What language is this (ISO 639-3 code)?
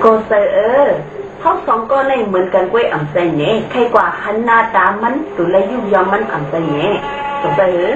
shn